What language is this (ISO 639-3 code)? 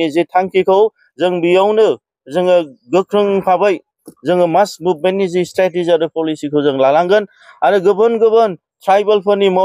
brx